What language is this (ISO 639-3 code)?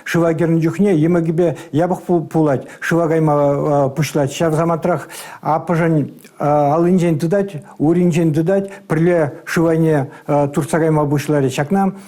chv